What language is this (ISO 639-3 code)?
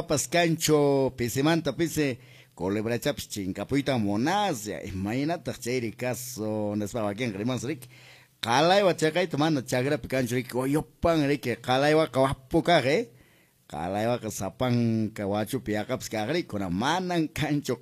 que